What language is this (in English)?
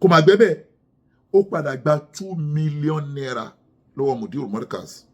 Yoruba